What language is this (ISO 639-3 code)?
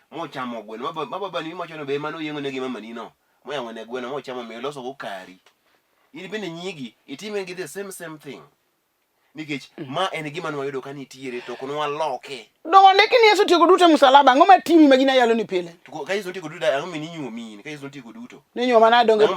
luo